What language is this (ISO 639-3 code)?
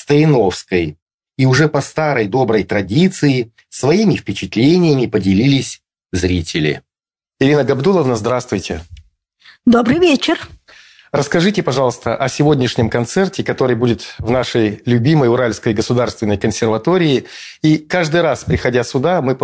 rus